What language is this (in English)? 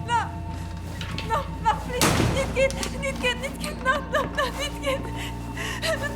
Breton